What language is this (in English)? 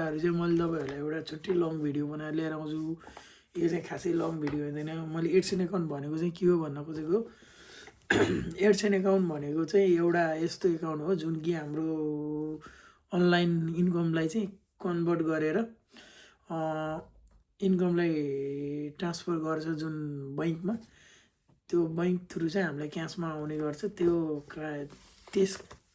Nepali